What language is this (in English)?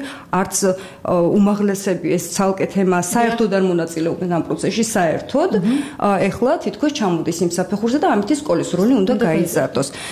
Georgian